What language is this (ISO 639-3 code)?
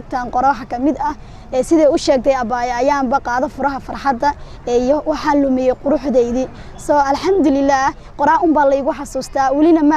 som